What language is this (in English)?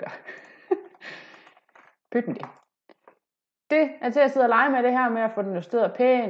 Danish